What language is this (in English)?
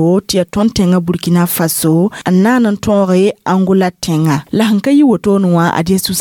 Mossi